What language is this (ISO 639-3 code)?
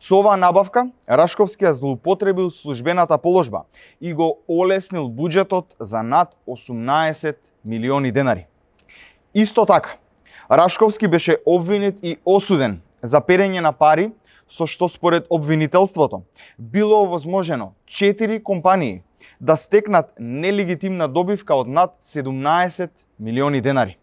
mkd